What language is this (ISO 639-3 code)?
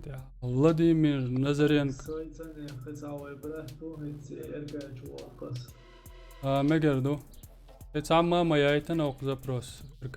che